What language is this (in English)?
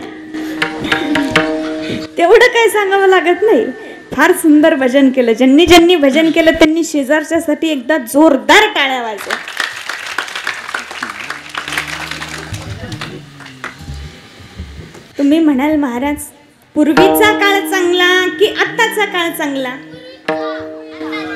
Marathi